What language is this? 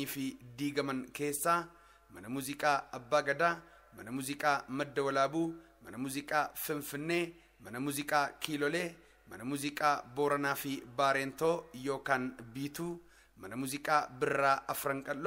Oromo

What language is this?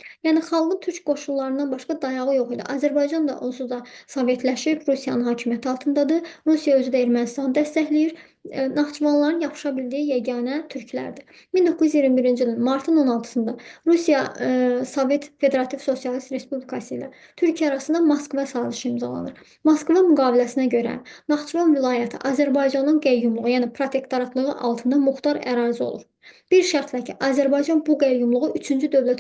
Azerbaijani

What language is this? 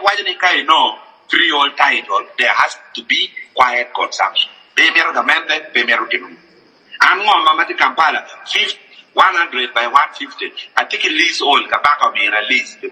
Acoli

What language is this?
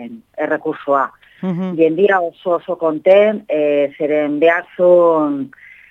Basque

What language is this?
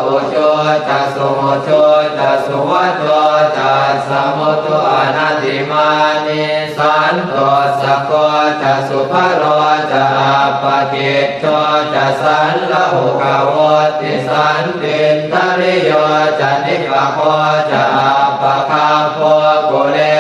Pali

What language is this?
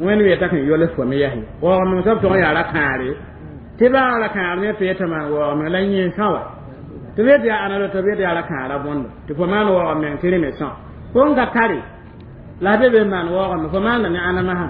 Mossi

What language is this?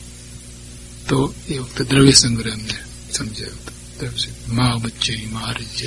Gujarati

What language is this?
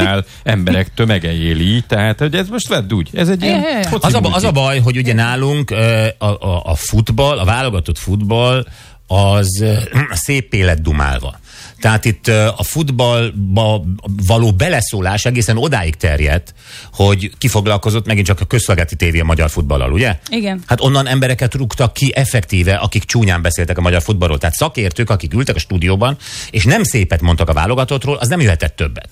Hungarian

